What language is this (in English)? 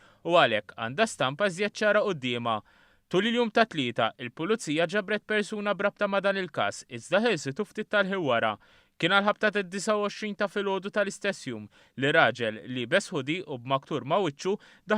Maltese